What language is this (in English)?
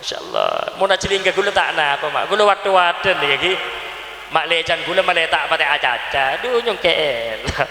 Madurese